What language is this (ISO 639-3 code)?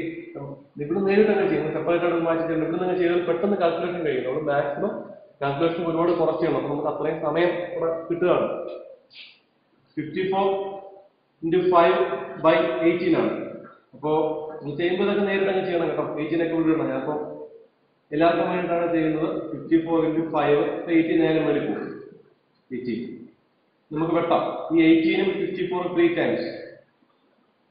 mal